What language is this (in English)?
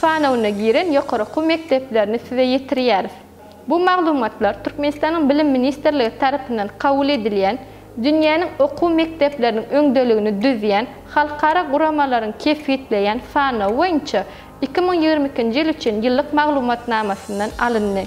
Turkmen